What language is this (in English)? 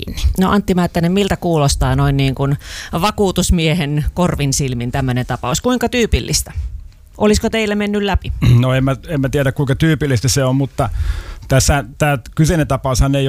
Finnish